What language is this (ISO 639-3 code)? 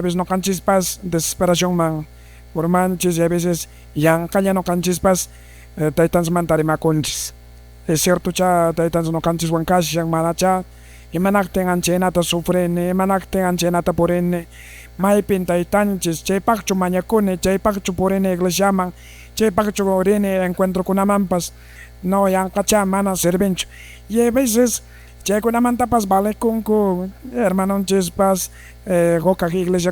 que